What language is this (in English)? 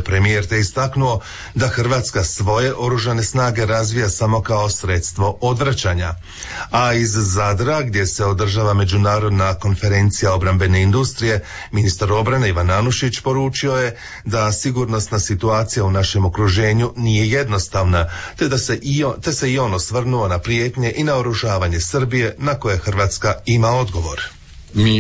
Croatian